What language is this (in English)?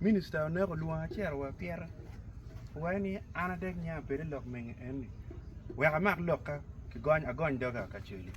Acoli